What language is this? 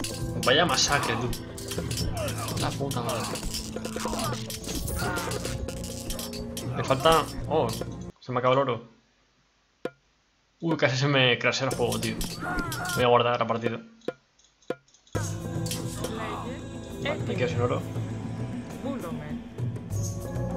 Spanish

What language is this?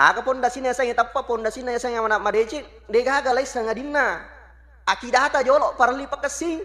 Buginese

